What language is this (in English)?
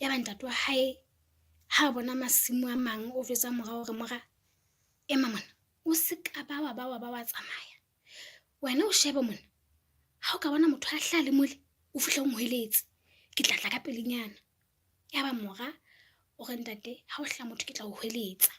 Southern Sotho